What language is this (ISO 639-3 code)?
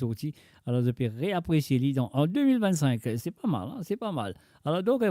mfe